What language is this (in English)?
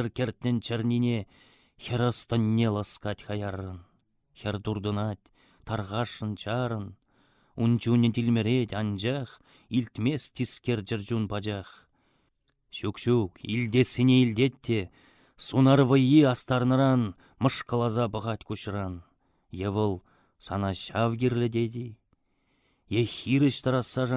Chuvash